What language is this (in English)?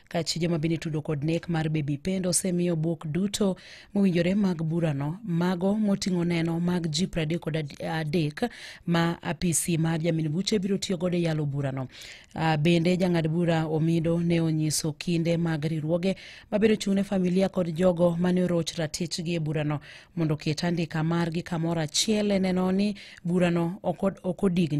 Luo (Kenya and Tanzania)